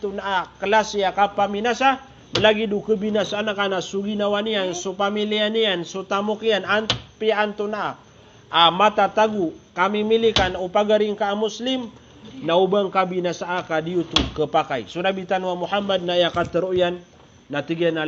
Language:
Maranao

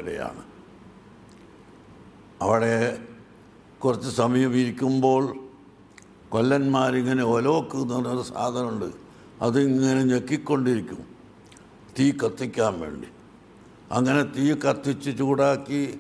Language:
Malayalam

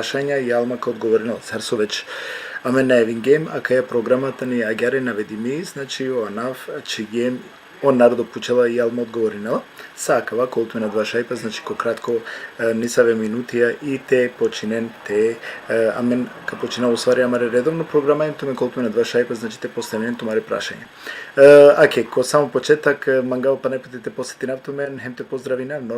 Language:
Balkan Romani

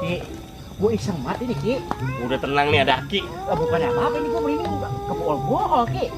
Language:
Betawi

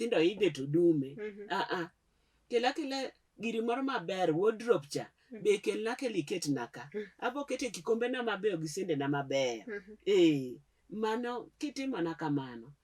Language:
Luo (Kenya and Tanzania)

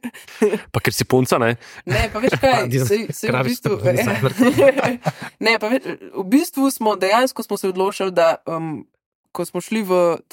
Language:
Slovenian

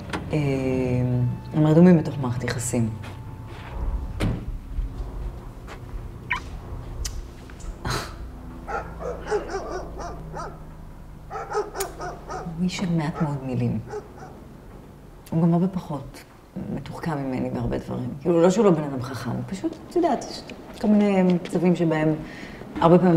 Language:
Hebrew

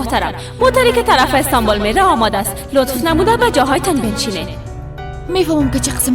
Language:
Persian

